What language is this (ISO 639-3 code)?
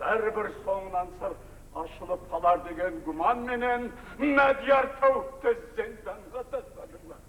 kaa